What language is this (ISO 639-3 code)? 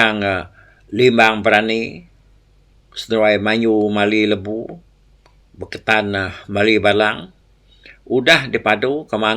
iba